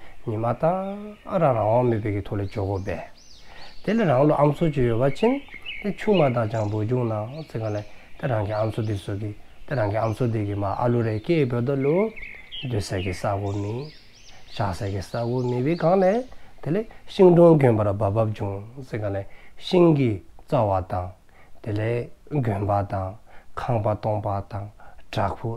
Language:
Dzongkha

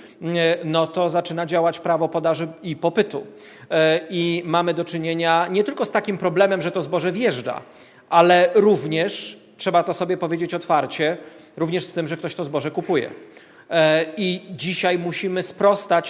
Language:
Polish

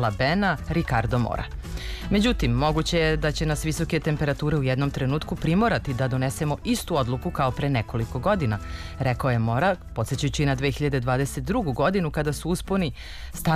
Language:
Serbian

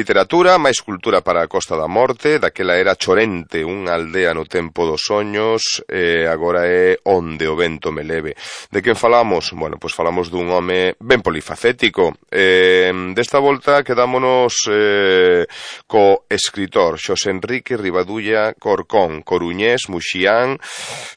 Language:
Galician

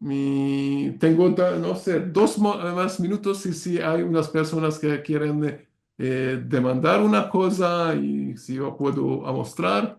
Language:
Ladino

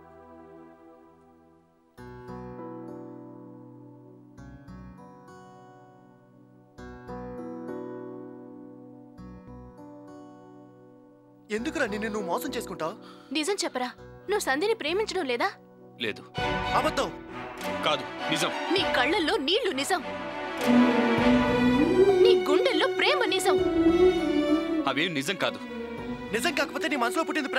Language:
Telugu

